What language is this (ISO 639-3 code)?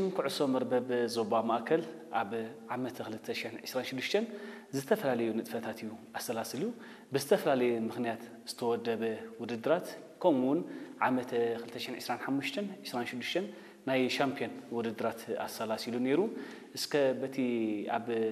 tir